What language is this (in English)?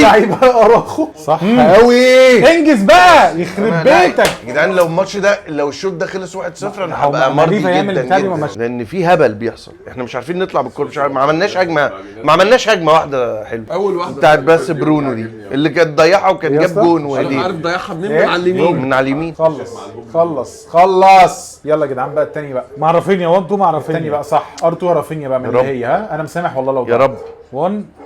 Egyptian Arabic